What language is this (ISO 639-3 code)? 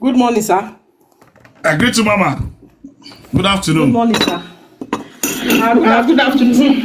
pcm